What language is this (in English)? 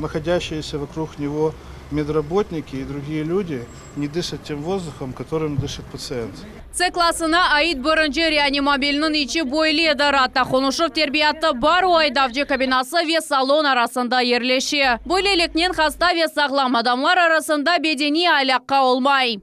Crimean Tatar